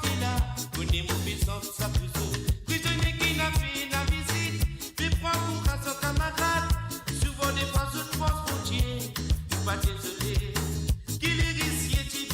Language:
Morisyen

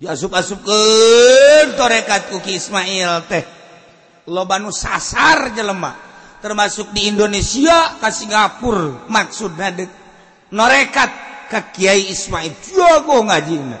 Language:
Sundanese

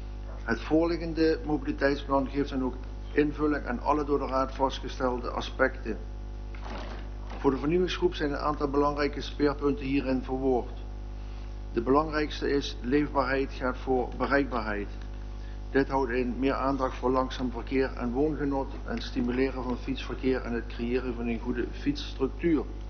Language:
Dutch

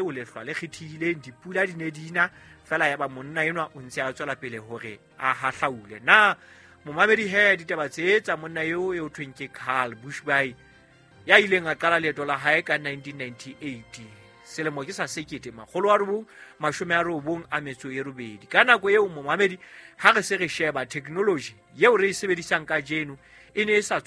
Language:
Southern Sotho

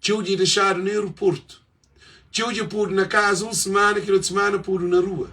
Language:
Kabuverdianu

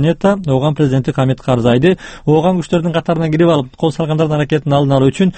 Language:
Kyrgyz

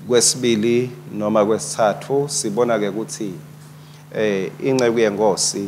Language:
Swati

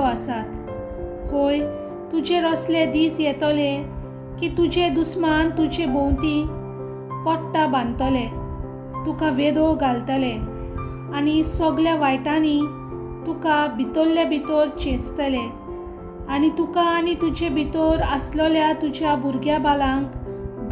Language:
Konkani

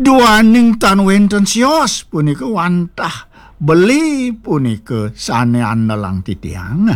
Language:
Balinese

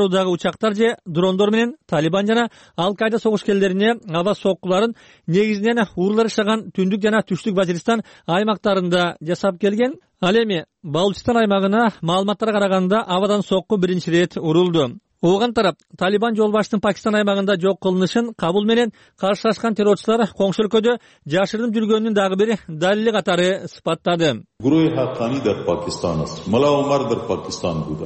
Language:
Kyrgyz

